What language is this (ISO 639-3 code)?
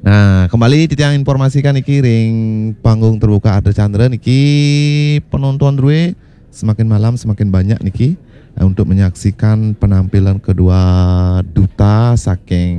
ban